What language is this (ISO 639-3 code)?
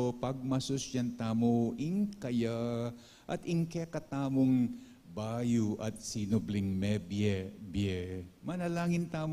pam